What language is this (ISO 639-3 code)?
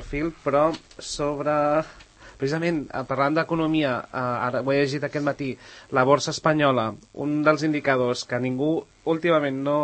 cat